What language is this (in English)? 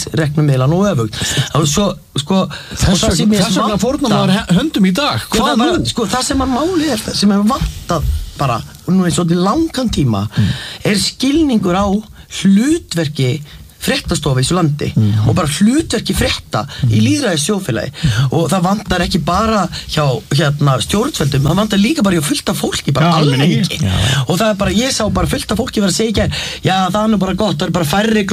Icelandic